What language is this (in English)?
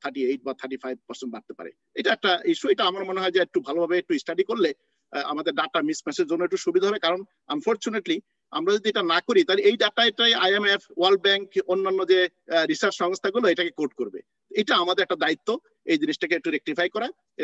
Bangla